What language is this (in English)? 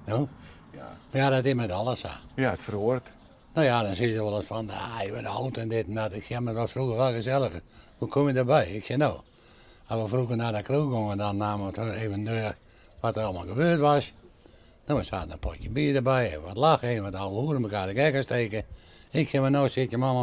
Western Frisian